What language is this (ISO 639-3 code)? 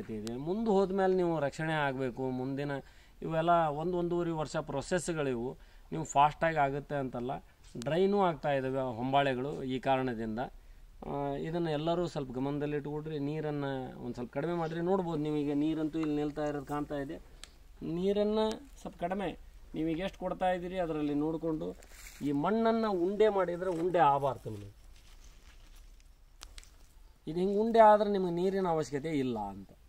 kan